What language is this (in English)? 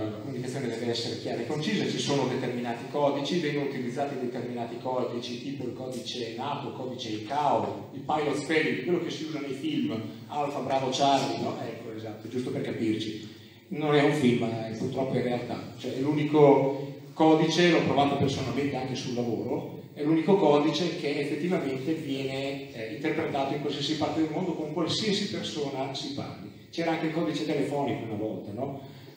Italian